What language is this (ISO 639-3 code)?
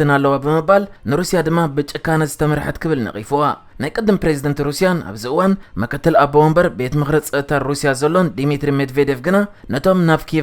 tir